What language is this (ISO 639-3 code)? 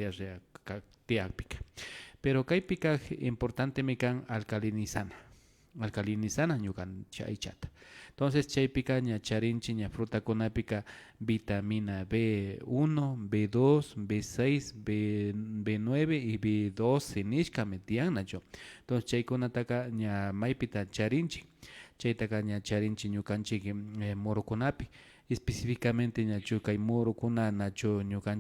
qvi